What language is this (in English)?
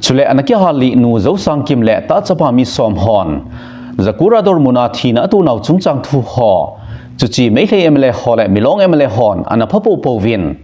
Thado Chin